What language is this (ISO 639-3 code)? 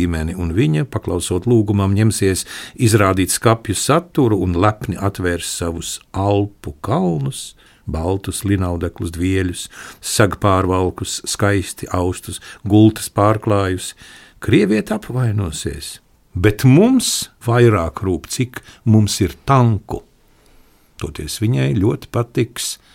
lav